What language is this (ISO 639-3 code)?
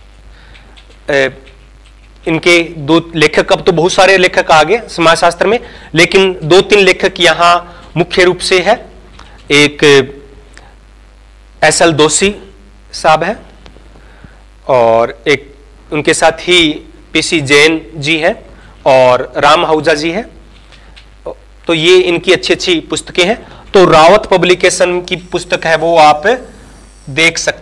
hin